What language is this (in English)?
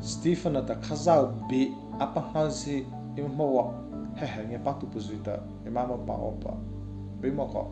Mara Chin